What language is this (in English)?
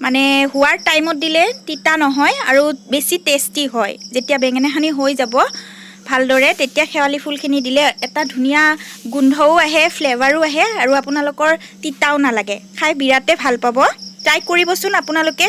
Assamese